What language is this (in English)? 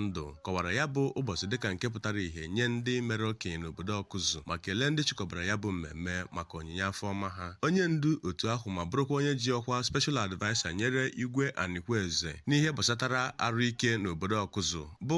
Igbo